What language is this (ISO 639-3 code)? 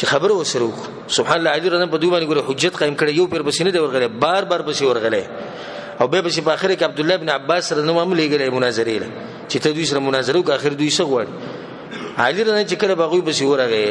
pus